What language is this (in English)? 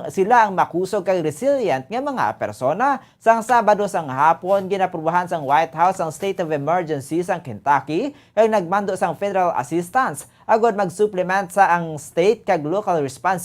Hiligaynon